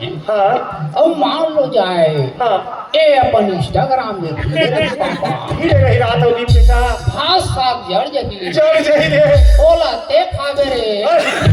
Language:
Chhattisgarhi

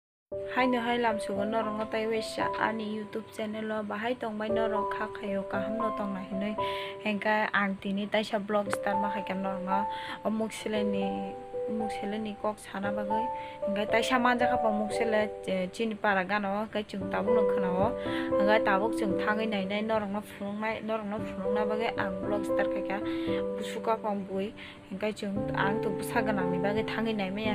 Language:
Kok Borok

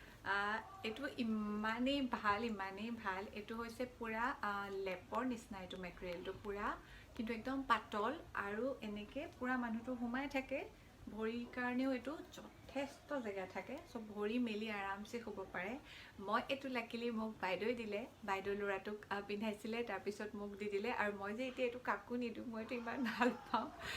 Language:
Assamese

